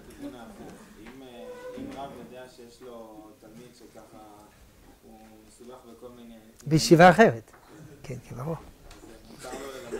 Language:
Hebrew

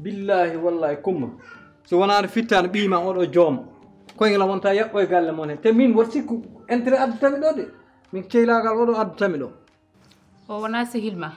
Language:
Fula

